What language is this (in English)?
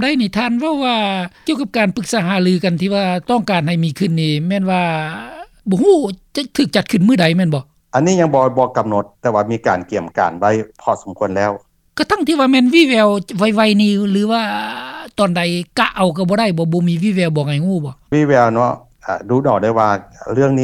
Lao